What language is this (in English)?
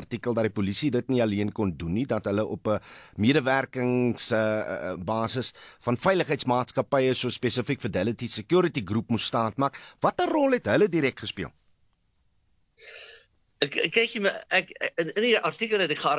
Afrikaans